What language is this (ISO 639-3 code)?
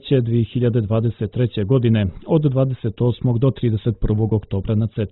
srp